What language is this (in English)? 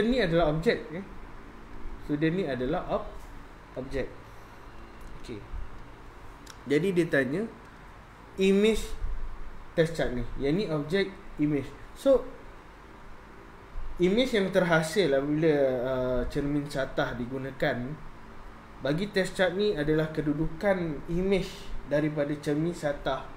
Malay